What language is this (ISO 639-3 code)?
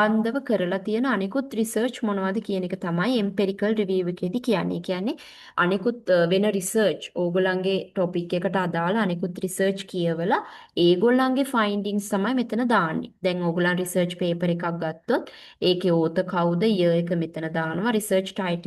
sin